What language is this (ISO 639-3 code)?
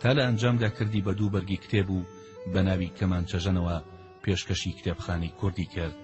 ckb